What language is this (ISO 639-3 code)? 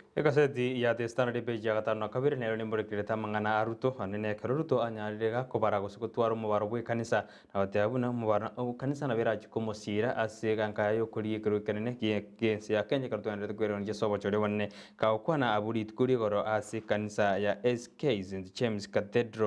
guz